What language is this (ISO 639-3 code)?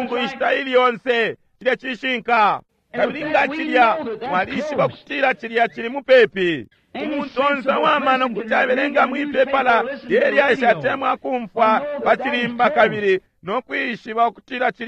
bem